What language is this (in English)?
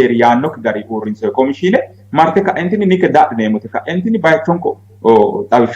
Sidamo